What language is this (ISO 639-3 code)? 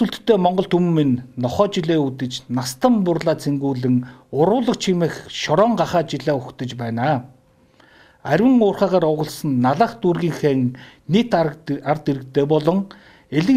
mon